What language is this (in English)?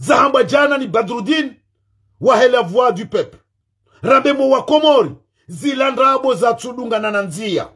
Ngazidja Comorian